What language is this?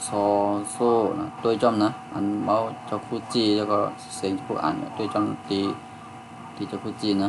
Shan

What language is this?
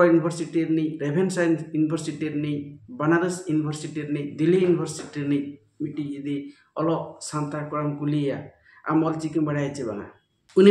Santali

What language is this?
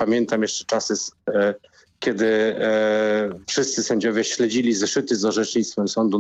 Polish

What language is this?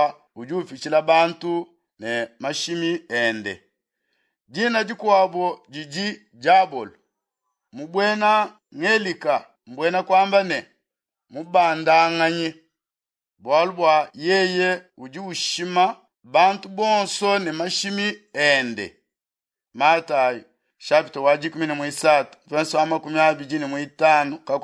Luba-Lulua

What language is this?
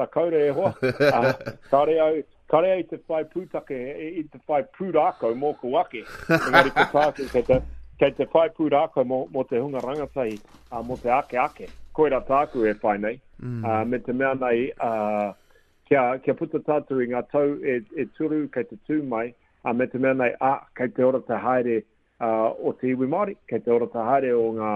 Māori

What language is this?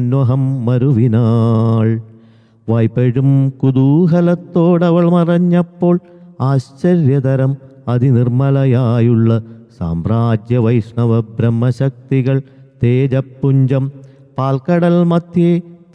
Malayalam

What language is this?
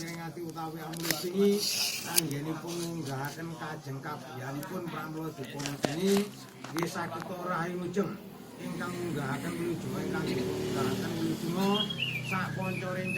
Javanese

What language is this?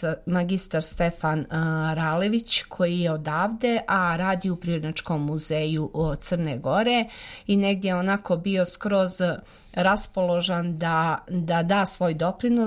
Serbian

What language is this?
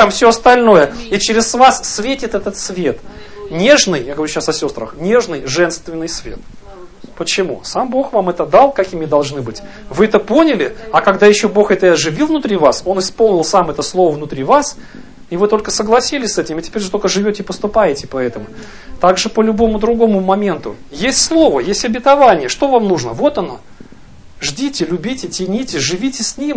Russian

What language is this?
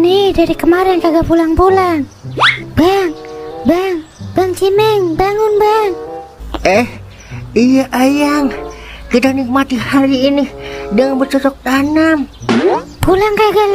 Betawi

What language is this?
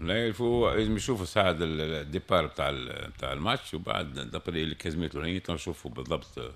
Tunisian Arabic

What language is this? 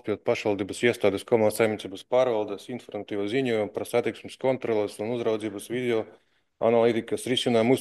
Latvian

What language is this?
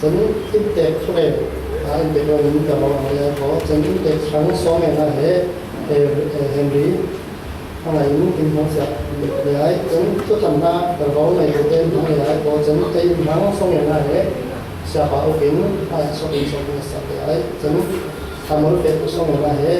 Falam Chin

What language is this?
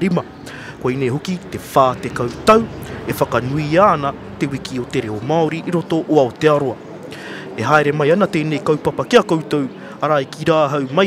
Māori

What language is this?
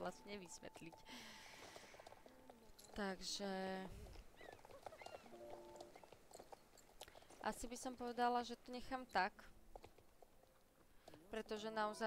Slovak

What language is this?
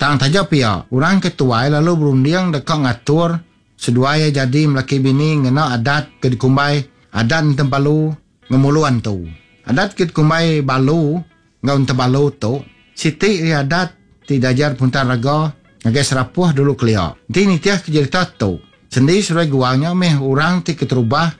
Iban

